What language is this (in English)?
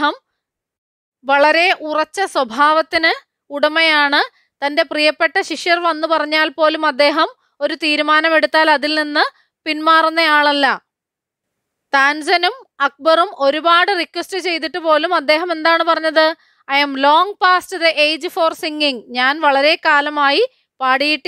Malayalam